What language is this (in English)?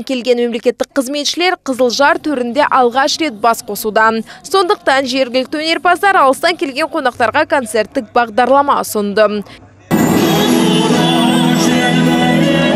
Kazakh